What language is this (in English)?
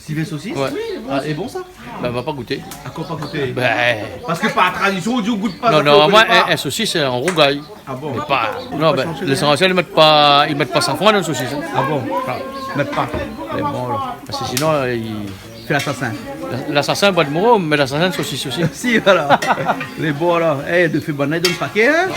Réunion Creole French